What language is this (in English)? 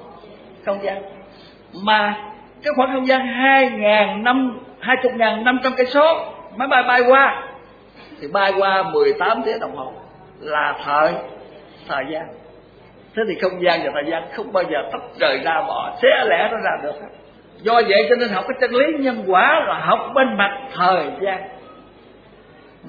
Vietnamese